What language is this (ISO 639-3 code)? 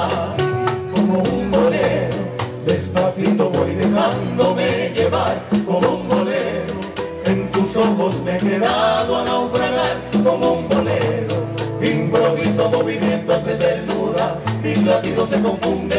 spa